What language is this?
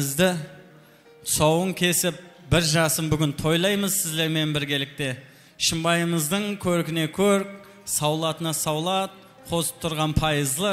Kara-Kalpak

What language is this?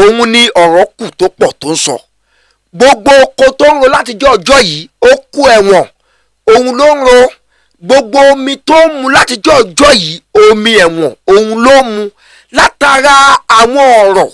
Yoruba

